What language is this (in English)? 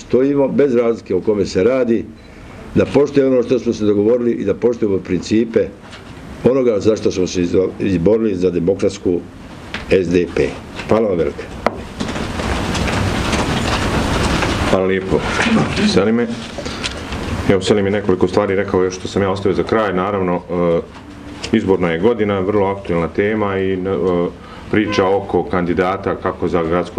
Bosnian